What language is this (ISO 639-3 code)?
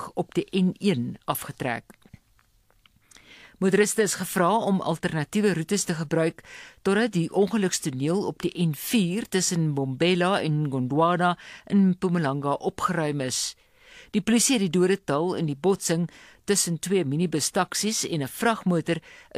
afr